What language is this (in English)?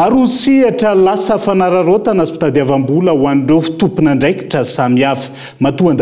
Malagasy